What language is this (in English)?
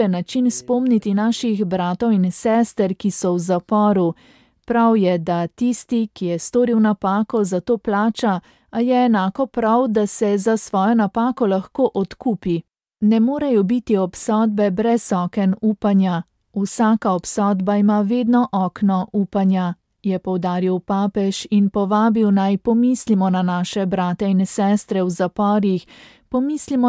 Slovenian